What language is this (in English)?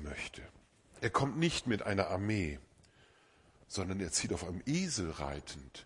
German